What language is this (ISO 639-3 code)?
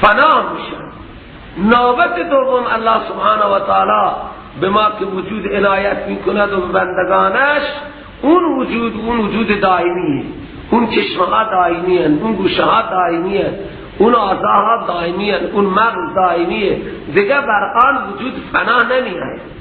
fas